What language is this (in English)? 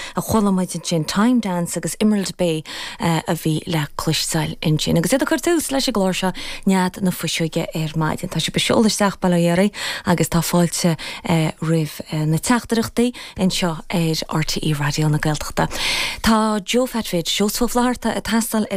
Irish